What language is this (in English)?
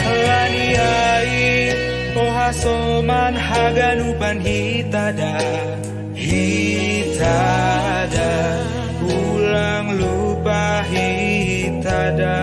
Batak Simalungun